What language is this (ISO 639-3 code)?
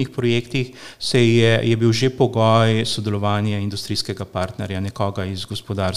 slv